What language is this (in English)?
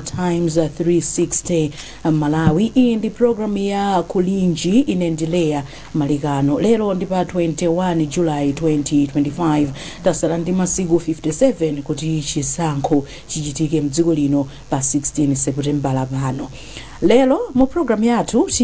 Nyanja